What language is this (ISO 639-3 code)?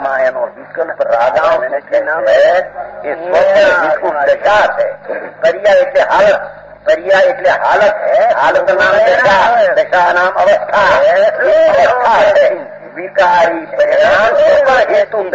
guj